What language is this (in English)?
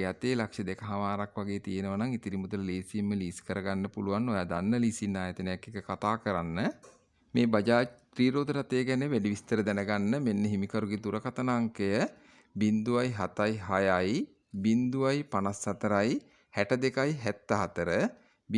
Sinhala